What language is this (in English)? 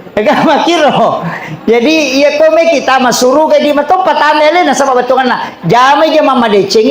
Buginese